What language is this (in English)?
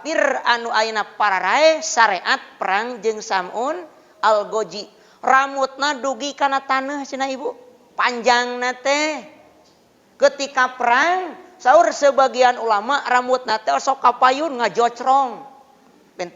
Sundanese